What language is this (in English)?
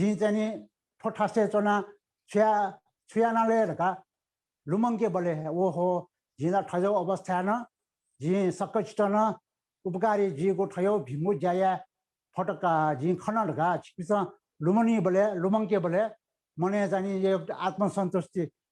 Newari